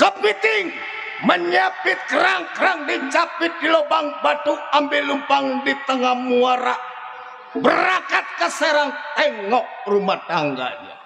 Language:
Betawi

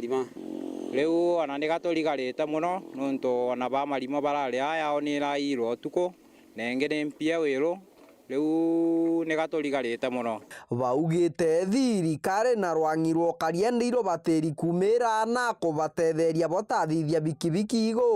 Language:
Meru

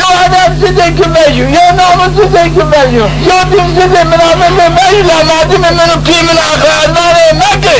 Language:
Zaza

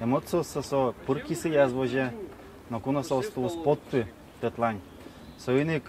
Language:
Udmurt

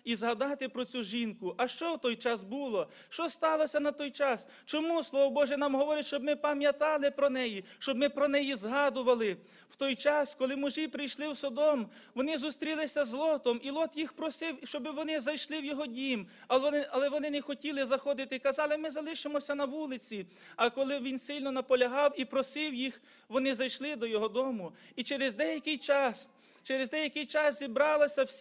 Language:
Ukrainian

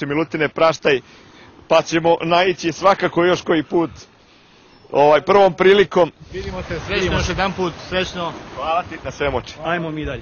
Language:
Serbian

